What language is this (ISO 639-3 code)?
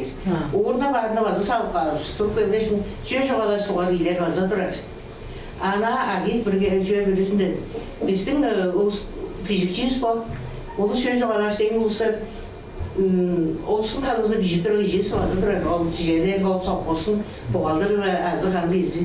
tyv